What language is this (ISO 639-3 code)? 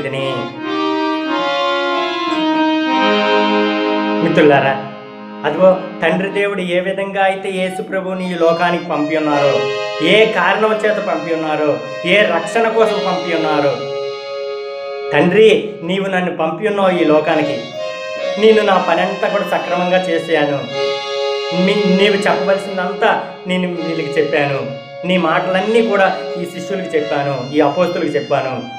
tel